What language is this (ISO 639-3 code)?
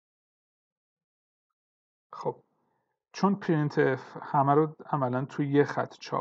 fas